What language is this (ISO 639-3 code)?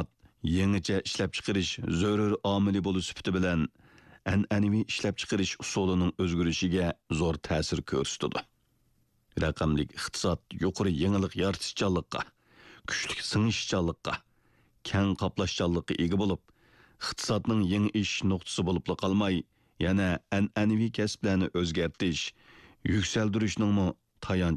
uig